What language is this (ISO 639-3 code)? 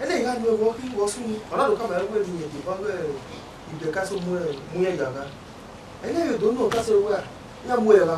bin